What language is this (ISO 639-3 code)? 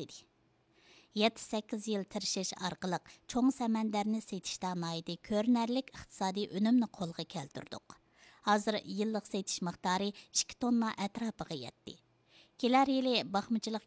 uig